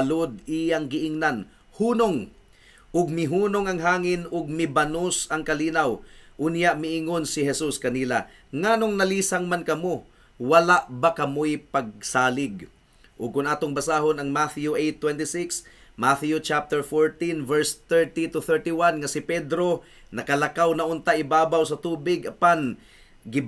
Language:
Cebuano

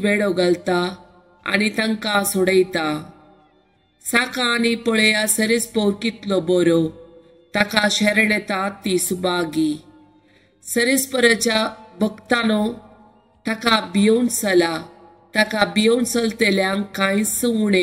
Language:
Konkani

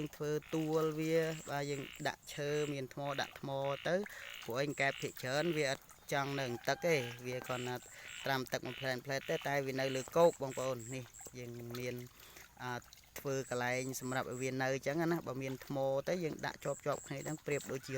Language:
Khmer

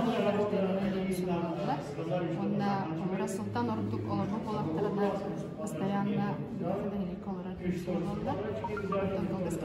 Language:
Yakut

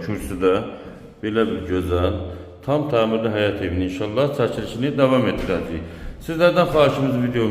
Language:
Azerbaijani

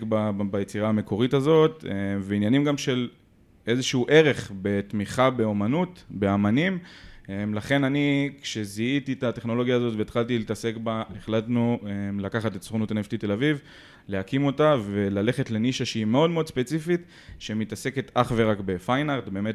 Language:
Hebrew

